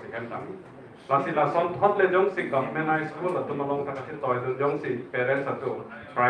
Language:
Karbi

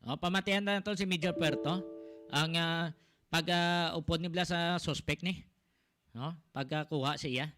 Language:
Hiligaynon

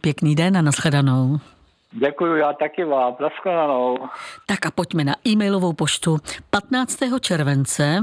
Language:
Czech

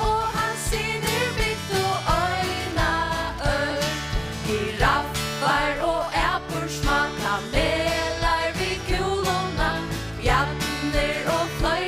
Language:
Faroese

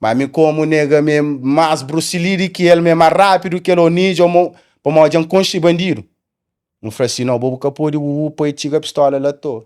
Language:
Kabuverdianu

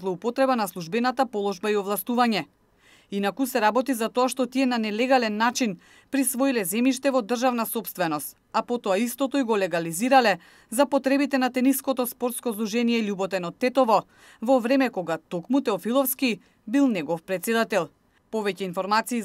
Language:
Macedonian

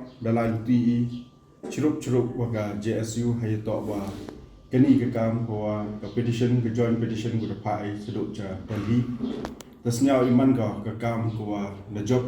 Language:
Pnar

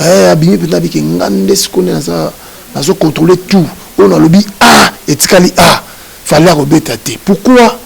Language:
Lingala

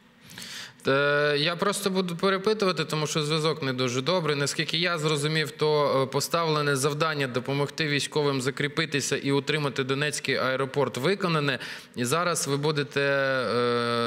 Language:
Ukrainian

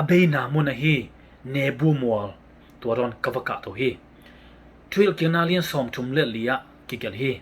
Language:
Tedim Chin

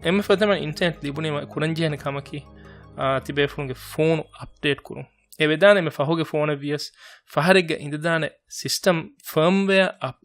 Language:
Divehi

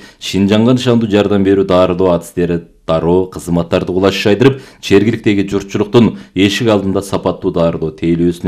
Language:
Kyrgyz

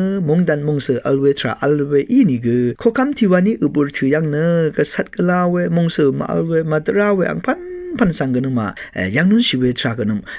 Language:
Rawang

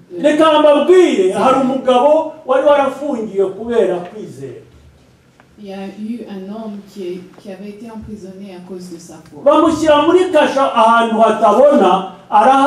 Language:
Kinyarwanda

